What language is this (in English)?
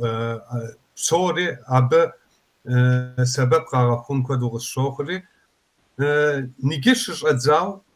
Kabardian